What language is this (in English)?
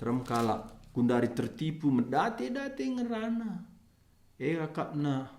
Batak Karo